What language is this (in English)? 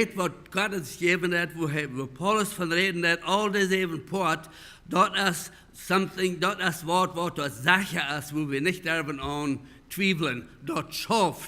Plautdietsch